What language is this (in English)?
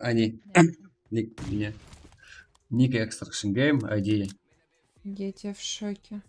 Kara-Kalpak